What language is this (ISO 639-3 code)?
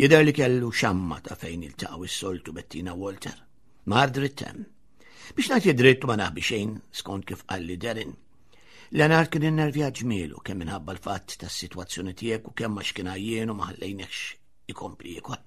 mlt